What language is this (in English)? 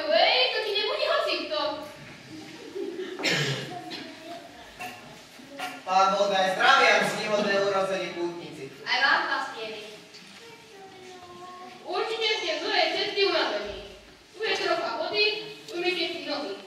Slovak